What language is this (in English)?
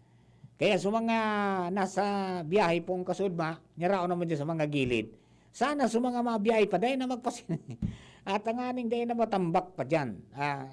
Bikol